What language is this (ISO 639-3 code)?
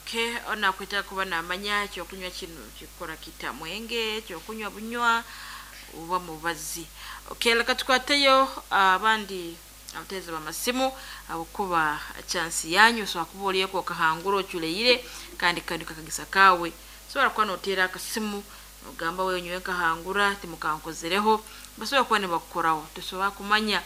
nyo